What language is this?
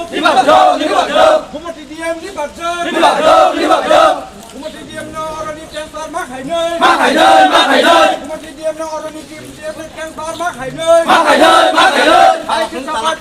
Riang (India)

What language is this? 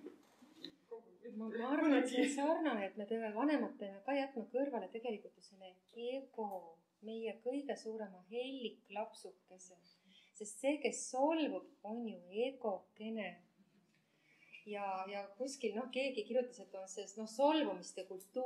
Estonian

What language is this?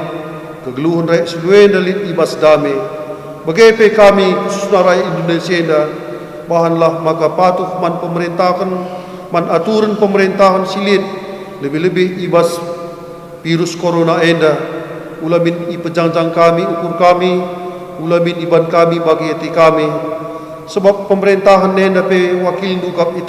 Batak Karo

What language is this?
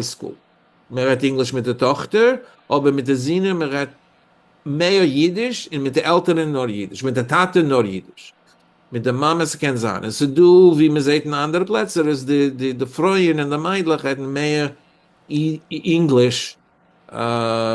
Yiddish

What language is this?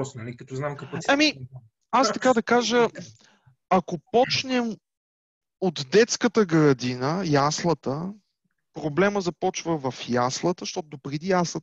Bulgarian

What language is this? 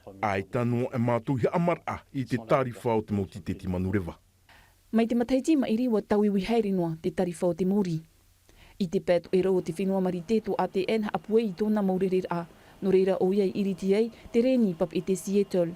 Tahitian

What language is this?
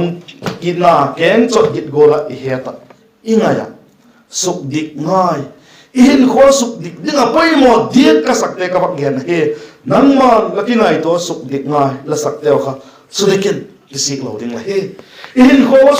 Vaiphei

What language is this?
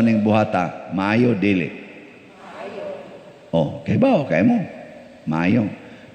Cebuano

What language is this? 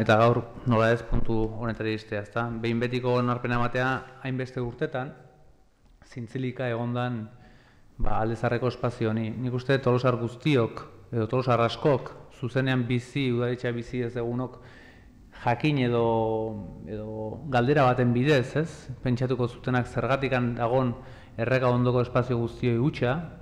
Basque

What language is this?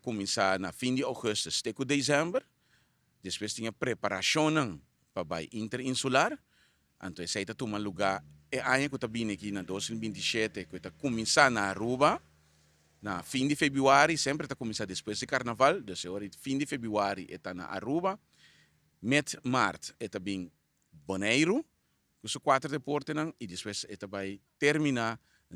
Papiamento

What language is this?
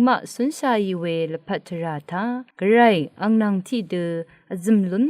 Rawang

